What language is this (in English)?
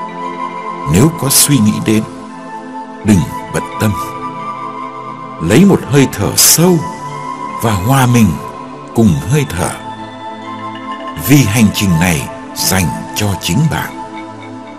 Vietnamese